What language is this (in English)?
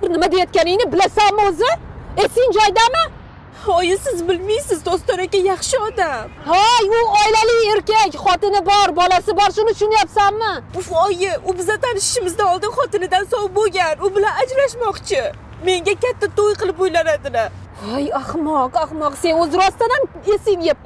Uzbek